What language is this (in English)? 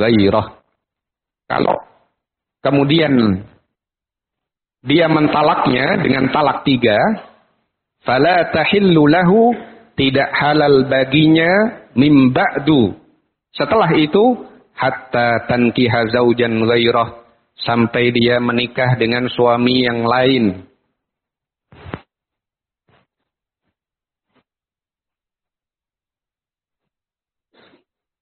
Indonesian